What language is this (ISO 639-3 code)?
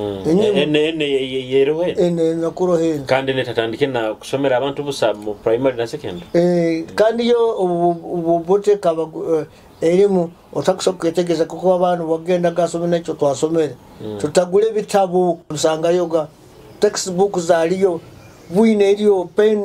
nyo